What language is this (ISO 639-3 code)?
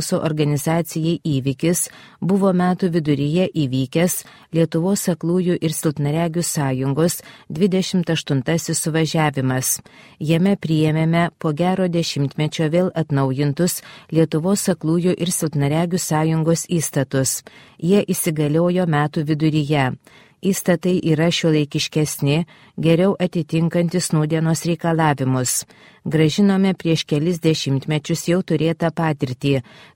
lit